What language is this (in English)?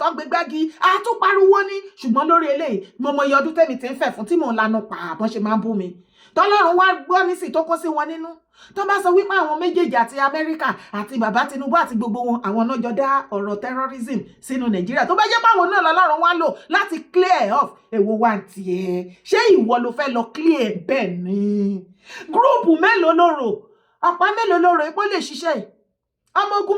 Yoruba